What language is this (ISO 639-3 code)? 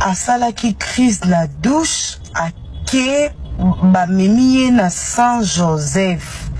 lin